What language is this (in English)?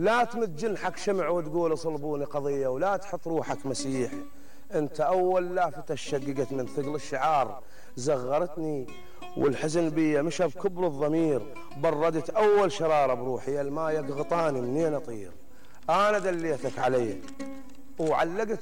Mesopotamian Arabic